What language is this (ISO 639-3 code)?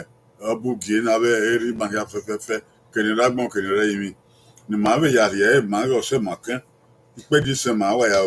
bin